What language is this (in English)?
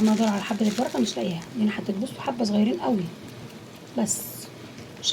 Egyptian Arabic